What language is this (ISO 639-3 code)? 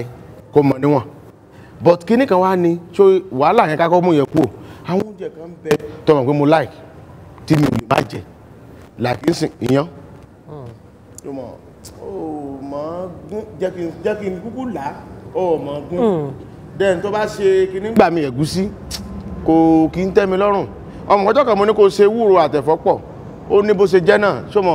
yor